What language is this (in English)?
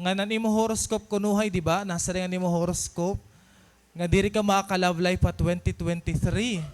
Waray